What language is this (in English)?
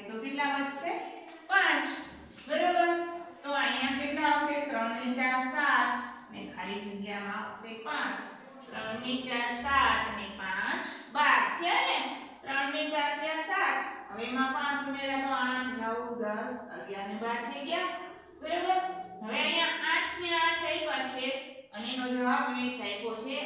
Gujarati